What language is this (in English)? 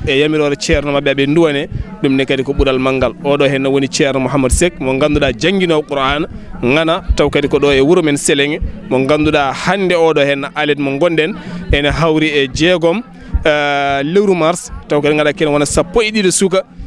Fula